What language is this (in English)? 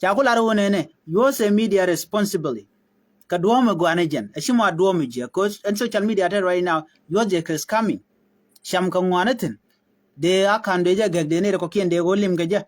Nuer